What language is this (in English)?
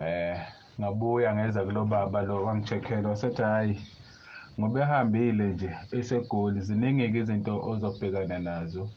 Zulu